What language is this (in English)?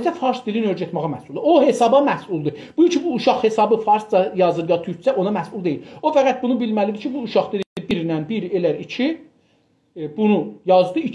South Azerbaijani